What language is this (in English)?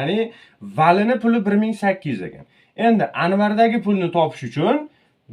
Uzbek